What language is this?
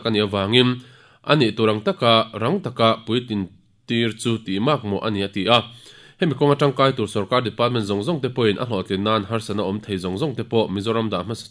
Mizo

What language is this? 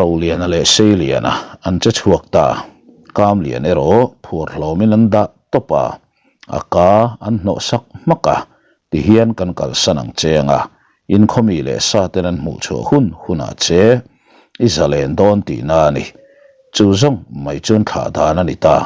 Mizo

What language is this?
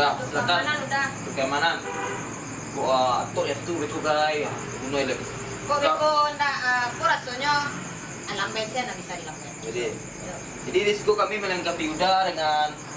Minangkabau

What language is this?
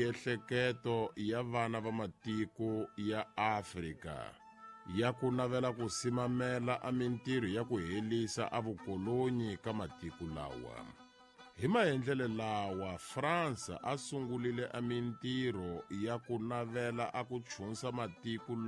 Tsonga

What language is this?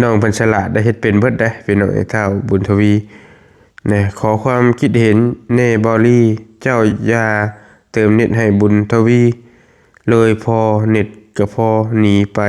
Northeastern Thai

